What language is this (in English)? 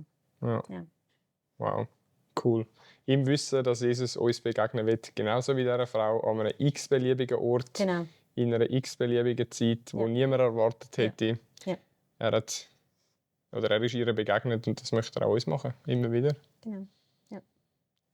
Swiss German